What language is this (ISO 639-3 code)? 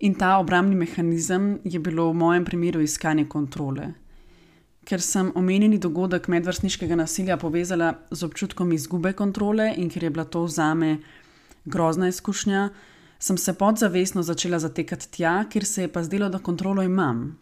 slv